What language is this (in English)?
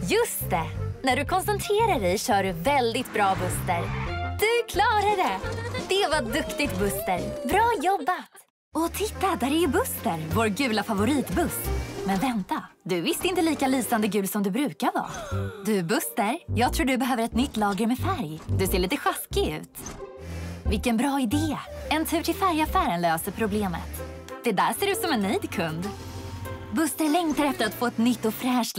Swedish